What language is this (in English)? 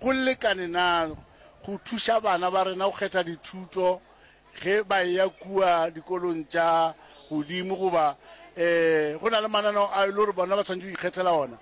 Northern Sotho